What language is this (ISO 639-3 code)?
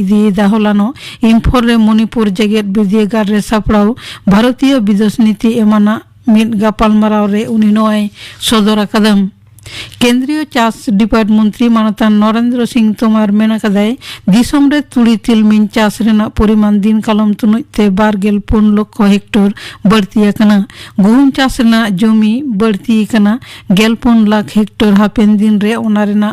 sat